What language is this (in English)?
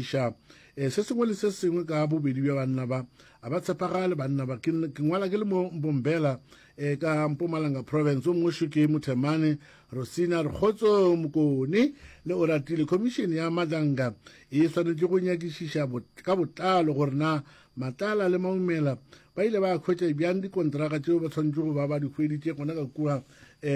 Northern Sotho